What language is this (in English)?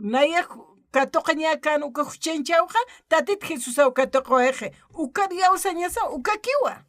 Aymara